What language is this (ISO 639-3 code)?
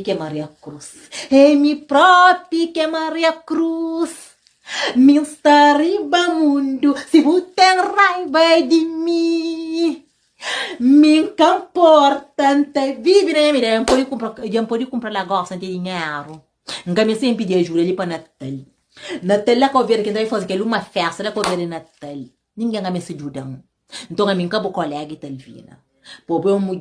kea